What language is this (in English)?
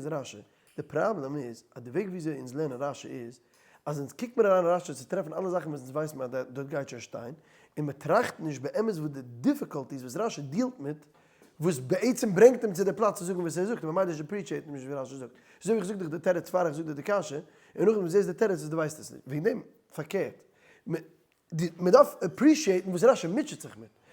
Yiddish